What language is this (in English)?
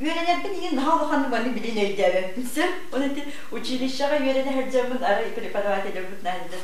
Yakut